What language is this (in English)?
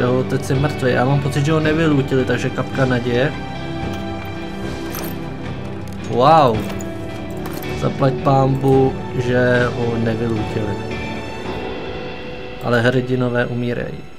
Czech